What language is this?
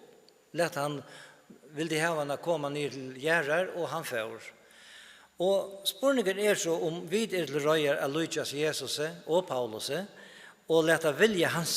Faroese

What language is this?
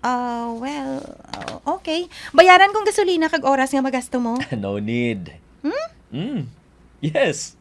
Hiligaynon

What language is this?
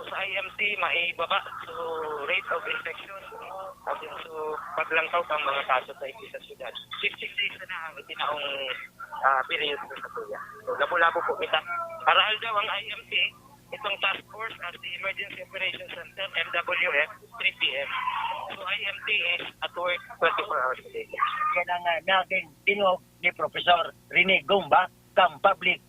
Bikol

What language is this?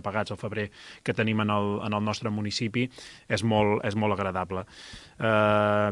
Catalan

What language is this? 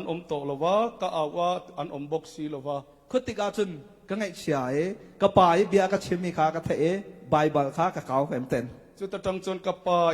Hakha Chin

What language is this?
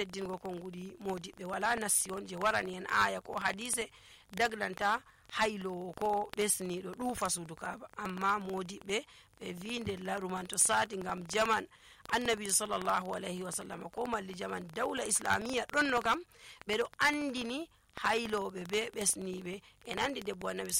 Nigerian Fulfulde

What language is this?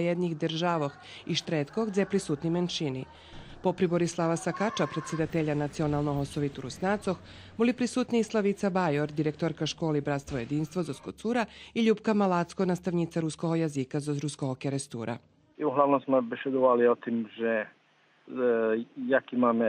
Rusyn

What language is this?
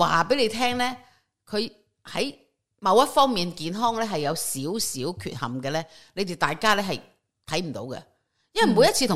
Cantonese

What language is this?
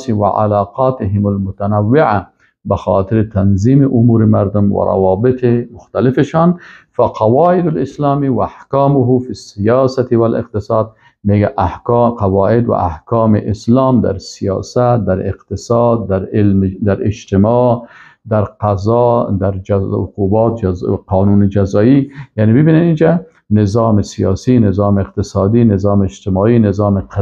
Persian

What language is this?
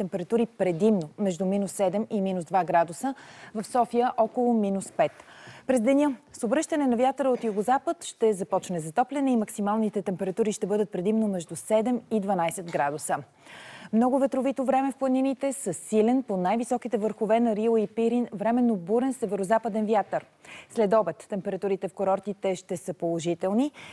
Bulgarian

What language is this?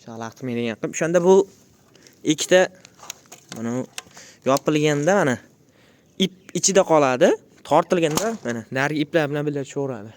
Uzbek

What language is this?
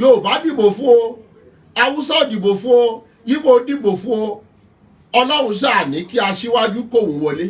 Yoruba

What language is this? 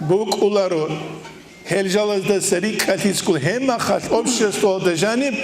Avaric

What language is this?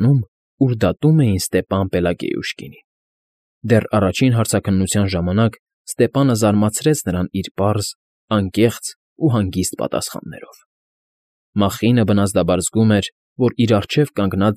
Armenian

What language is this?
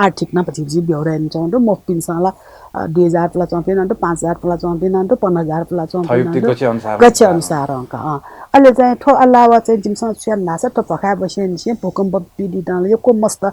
Newari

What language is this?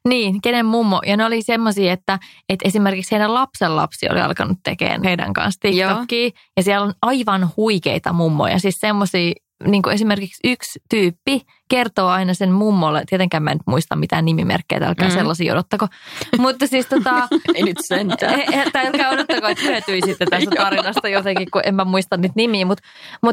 Finnish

